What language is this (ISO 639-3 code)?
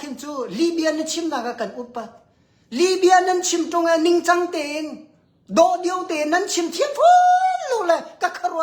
cnh